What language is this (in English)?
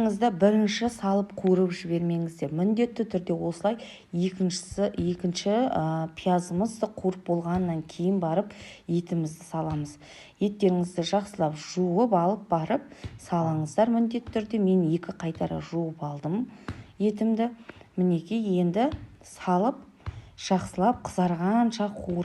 Kazakh